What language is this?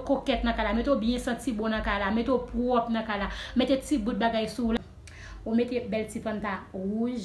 Haitian Creole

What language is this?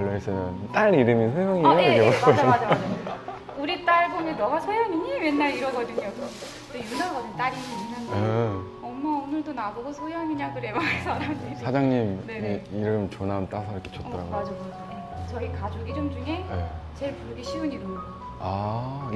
Korean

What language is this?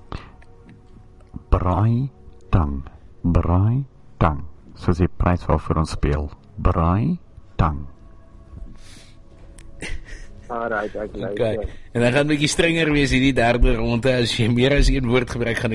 Afrikaans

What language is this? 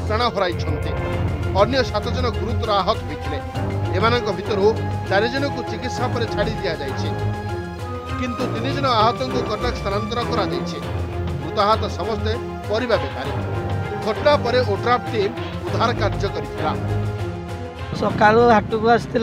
Odia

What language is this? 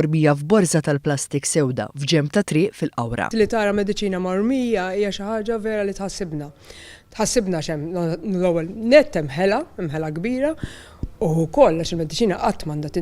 Maltese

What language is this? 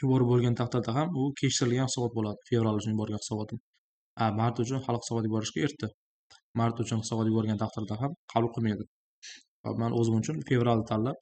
Uzbek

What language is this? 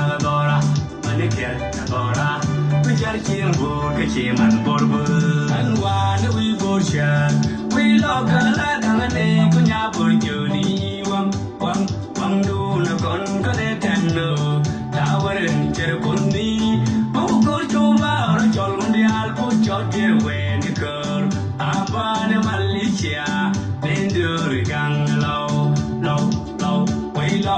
Nuer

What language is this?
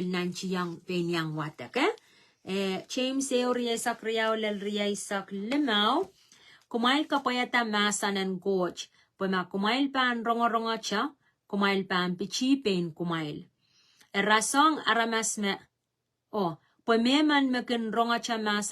Pohnpeian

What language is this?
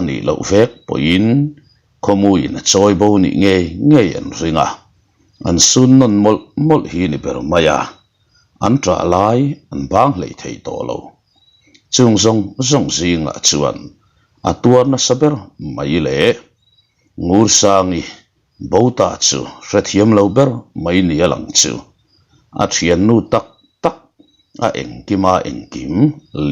Mizo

